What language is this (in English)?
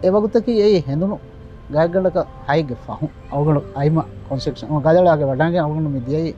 Divehi